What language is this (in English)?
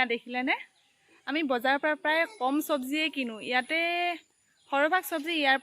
Assamese